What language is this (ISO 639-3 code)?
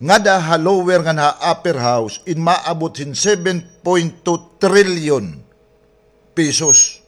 war